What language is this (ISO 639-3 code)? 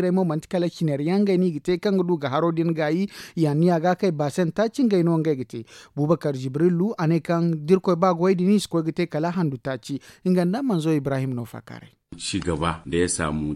dje